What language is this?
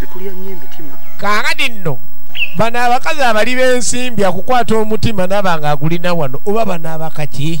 Ganda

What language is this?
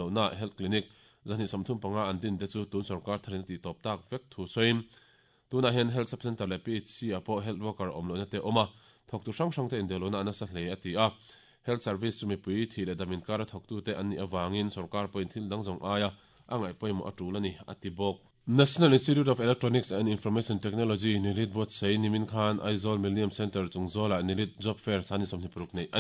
Mizo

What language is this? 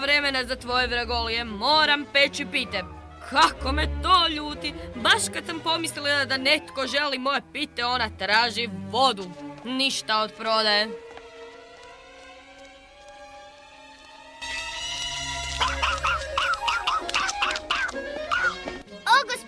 Croatian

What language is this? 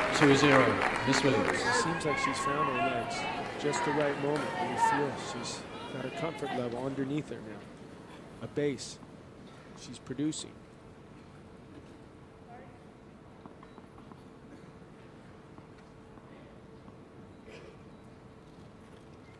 English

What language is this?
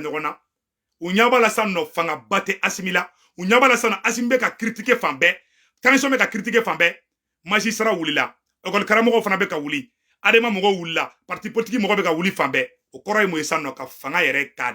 Bambara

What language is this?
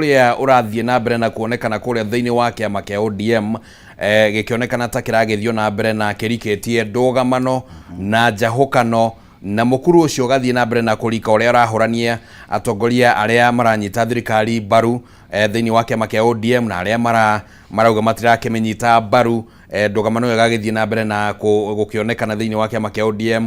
Kikuyu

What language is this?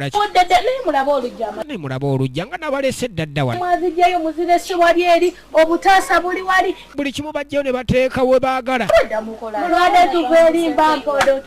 Ganda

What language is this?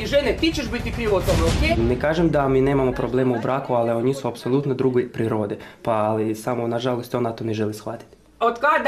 Croatian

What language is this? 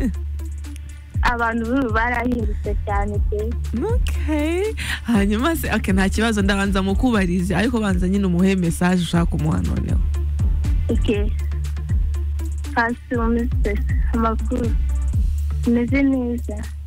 Kinyarwanda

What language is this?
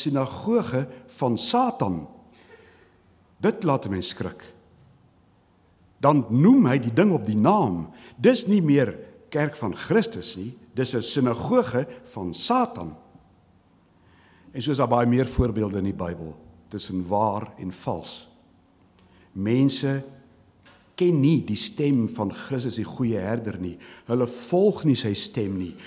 Afrikaans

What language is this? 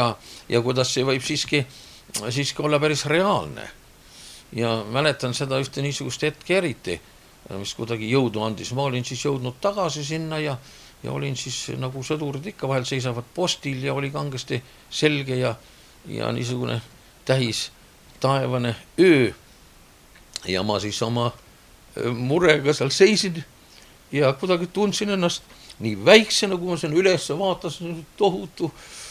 Estonian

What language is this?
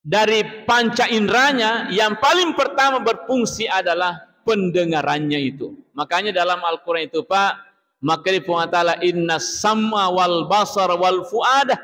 Buginese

